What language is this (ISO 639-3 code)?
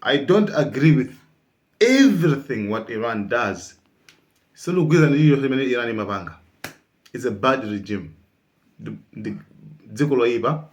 nya